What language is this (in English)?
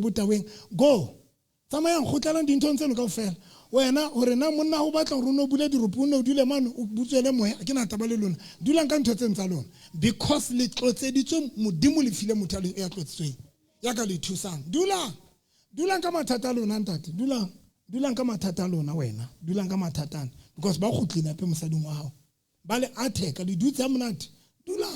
Southern Sotho